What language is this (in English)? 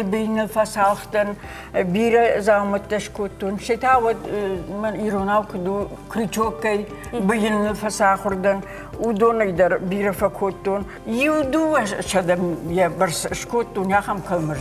Ossetic